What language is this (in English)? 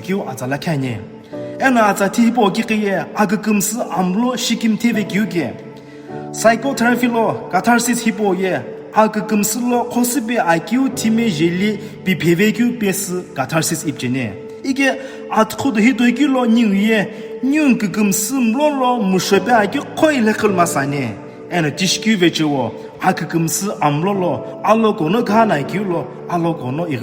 Sumi Naga